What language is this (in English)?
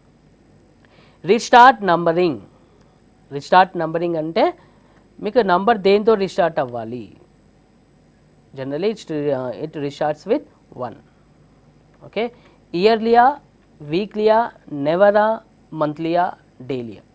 Telugu